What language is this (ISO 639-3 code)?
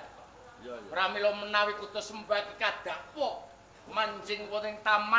jav